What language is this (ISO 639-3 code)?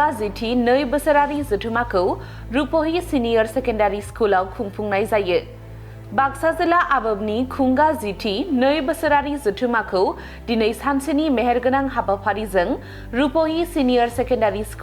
brx